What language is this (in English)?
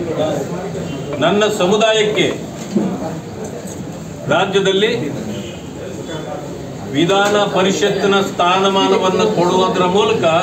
Kannada